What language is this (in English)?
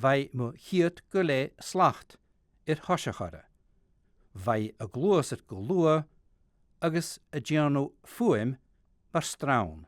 Scottish Gaelic